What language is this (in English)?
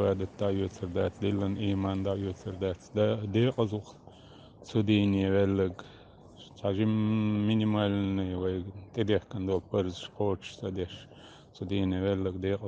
Chechen